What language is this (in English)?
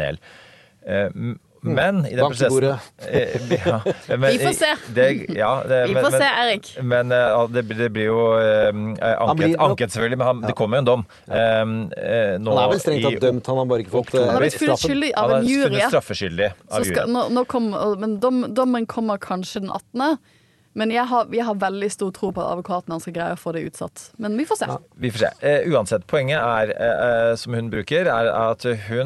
Norwegian